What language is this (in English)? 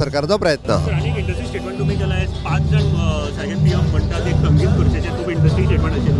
Konkani